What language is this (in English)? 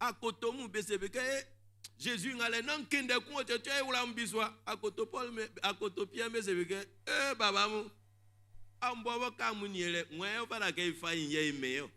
Baoulé